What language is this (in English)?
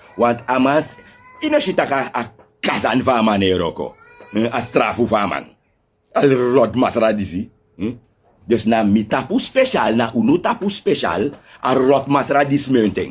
Sranan Tongo